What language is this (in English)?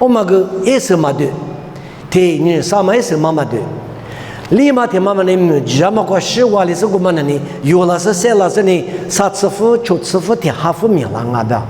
Lisu